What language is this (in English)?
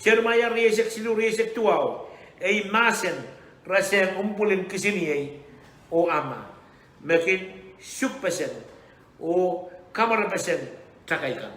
Pohnpeian